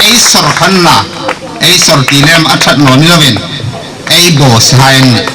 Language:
Hmar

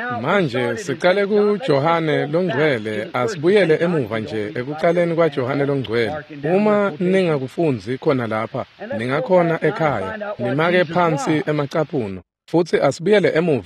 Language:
Swati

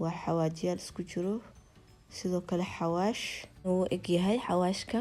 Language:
Somali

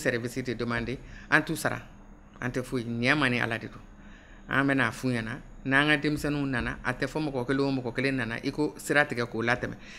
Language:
Bambara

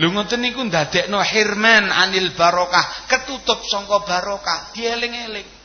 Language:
Javanese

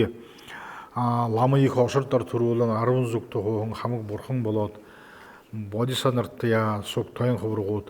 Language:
Buriat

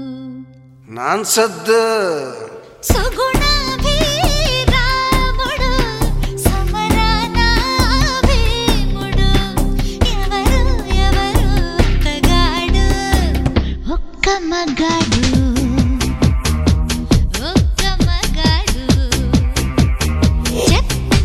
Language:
Telugu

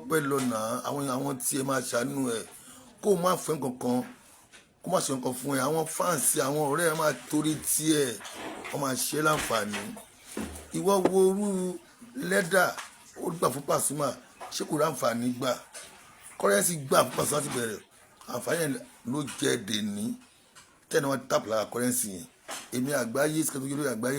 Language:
Yoruba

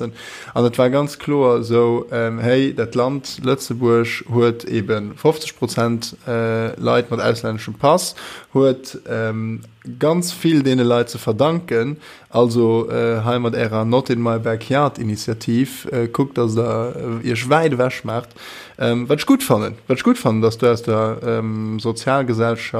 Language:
Luxembourgish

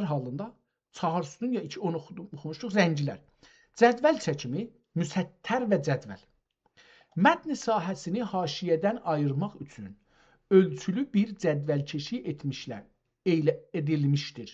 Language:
South Azerbaijani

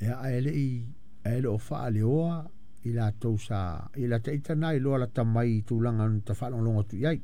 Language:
Samoan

